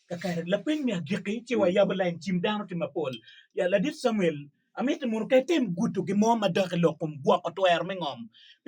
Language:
Acoli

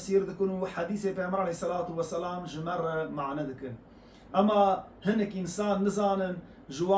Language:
Kurdish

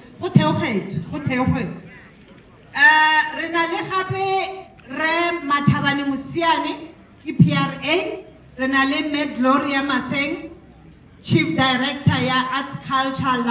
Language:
Tswana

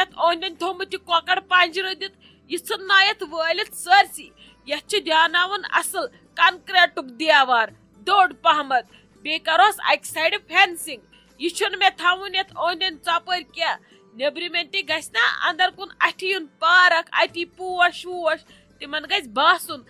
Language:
Kashmiri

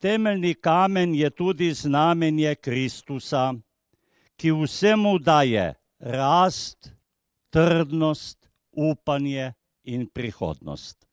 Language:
Slovenian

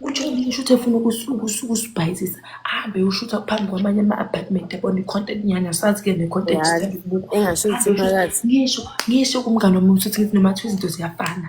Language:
Zulu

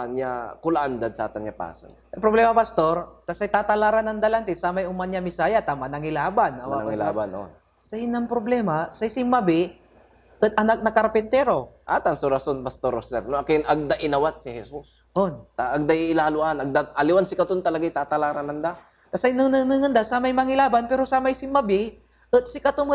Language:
Pangasinan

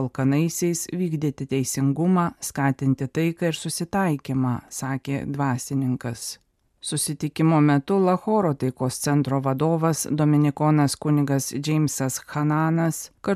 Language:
Lithuanian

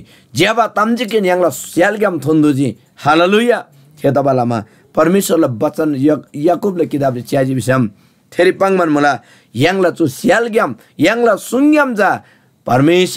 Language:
Eastern Tamang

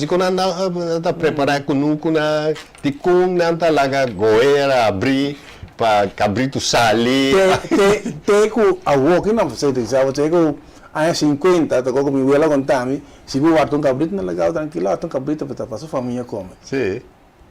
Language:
Papiamento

